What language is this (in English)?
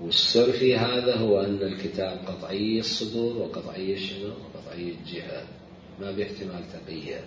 Mesopotamian Arabic